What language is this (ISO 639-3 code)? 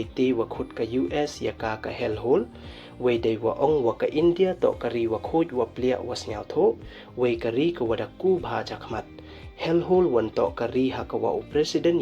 pbv